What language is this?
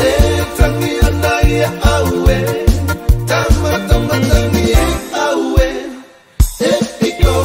Tongan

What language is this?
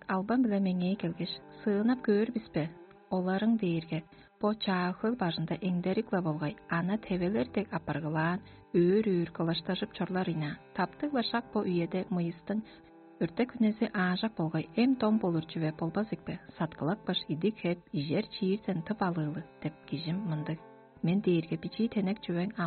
Tuvinian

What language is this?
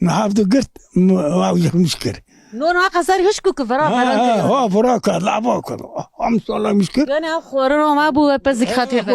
Kurdish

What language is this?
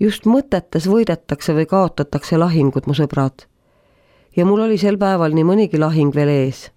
Estonian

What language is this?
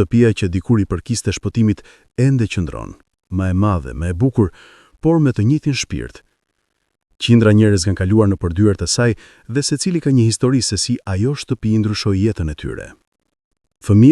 Albanian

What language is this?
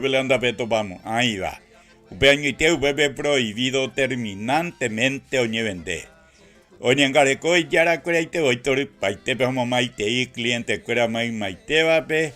Guarani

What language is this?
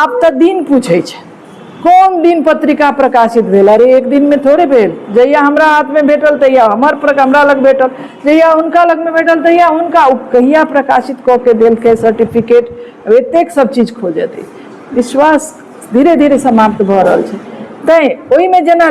Maithili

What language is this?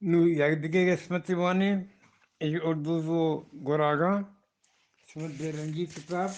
Eastern Balochi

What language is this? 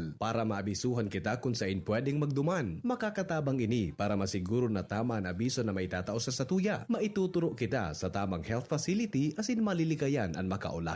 Bikol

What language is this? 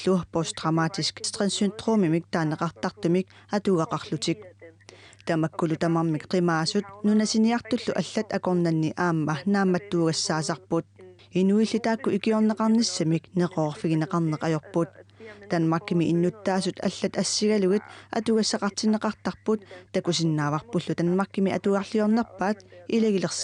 Kalaallisut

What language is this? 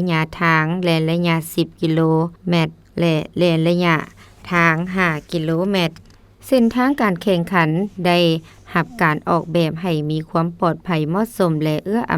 Lao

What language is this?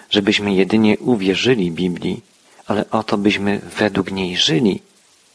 Polish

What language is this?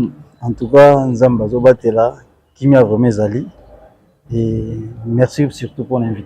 Lingala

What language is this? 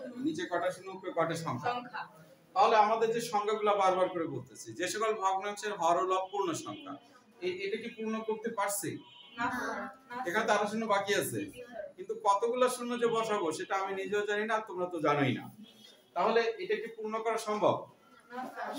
Bangla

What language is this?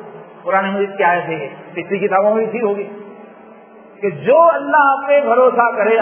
Urdu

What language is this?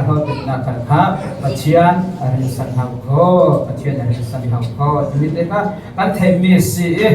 Falam Chin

